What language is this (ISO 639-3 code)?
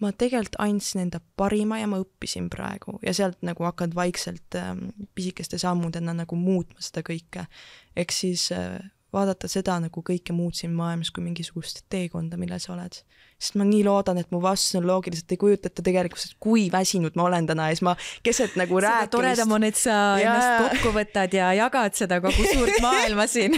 est